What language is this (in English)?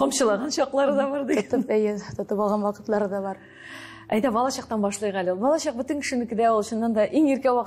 Tatar